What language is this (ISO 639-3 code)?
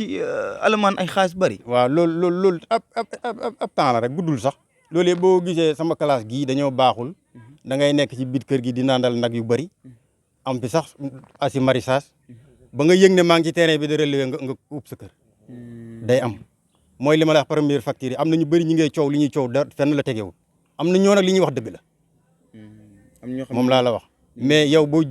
wol